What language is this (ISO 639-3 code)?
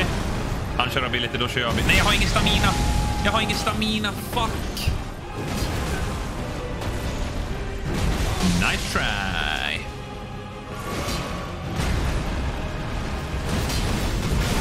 swe